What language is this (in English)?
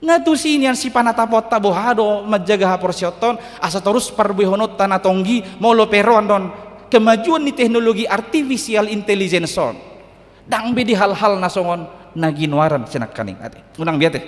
Batak Toba